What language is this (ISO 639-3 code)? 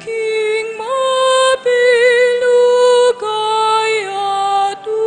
pam